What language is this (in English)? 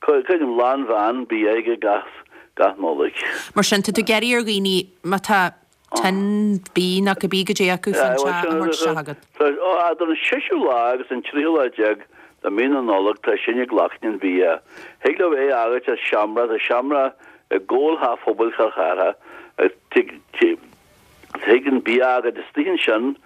Irish